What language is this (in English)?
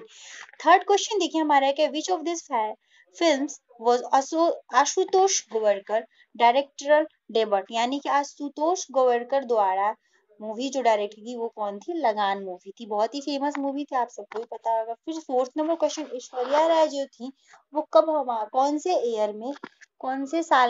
Hindi